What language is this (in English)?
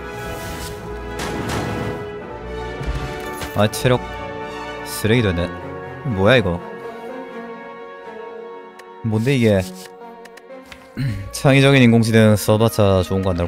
Korean